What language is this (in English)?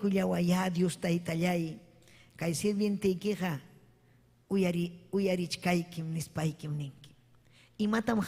Ayacucho Quechua